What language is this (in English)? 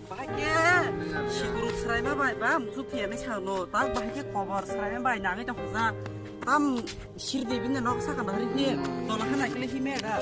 Kok Borok